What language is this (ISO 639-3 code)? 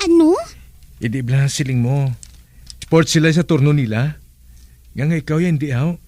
hil